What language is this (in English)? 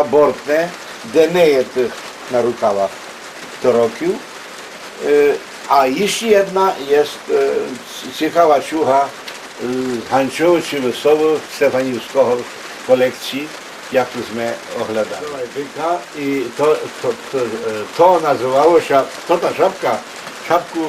Rusyn